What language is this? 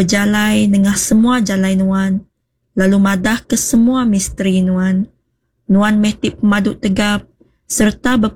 Iban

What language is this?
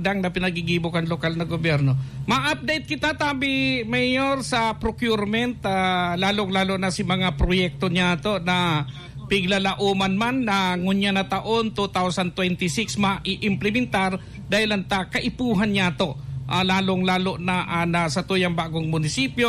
Bikol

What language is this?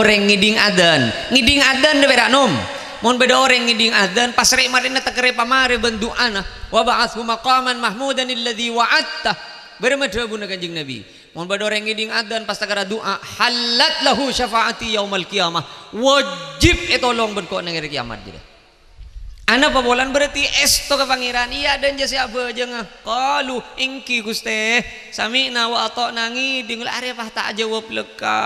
Madurese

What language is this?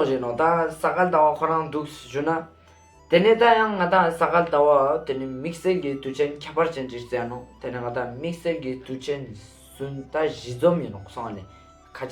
Ladakhi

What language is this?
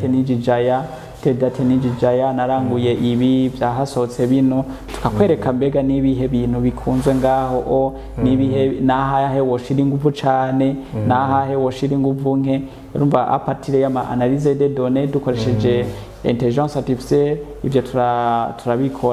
Rundi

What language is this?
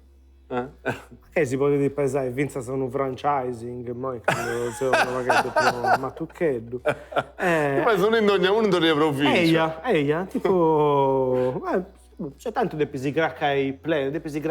Sardinian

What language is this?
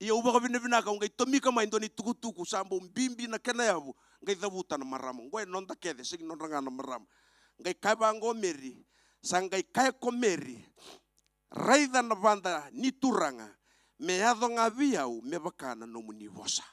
Fijian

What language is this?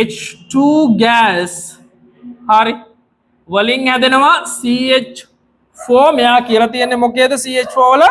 Sinhala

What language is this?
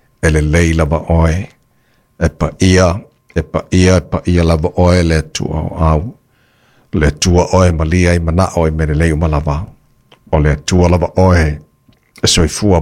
Samoan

